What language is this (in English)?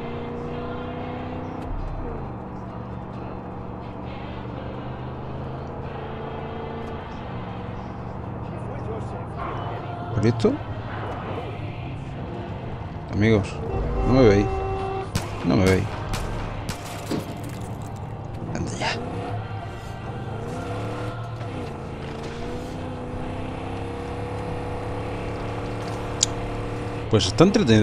Spanish